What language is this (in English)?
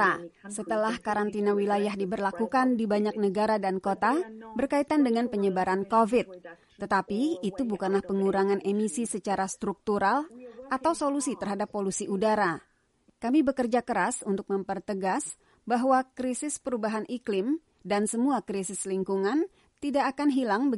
Indonesian